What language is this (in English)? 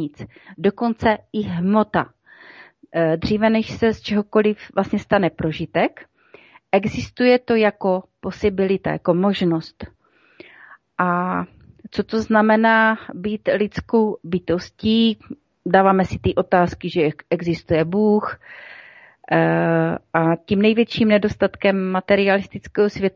Czech